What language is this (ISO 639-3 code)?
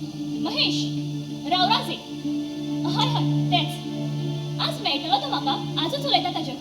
kok